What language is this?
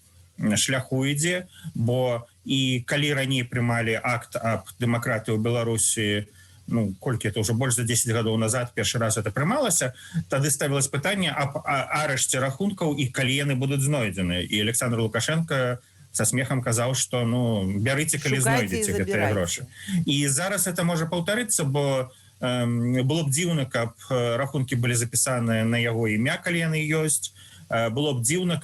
Belarusian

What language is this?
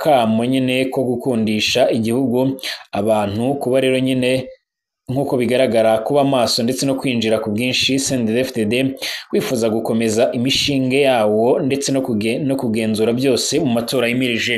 Rundi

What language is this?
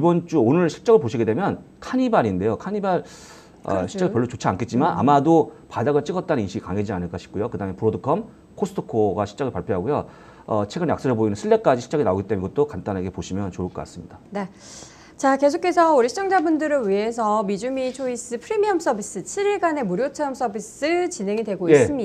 Korean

